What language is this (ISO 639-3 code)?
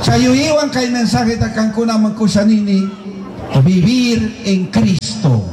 qug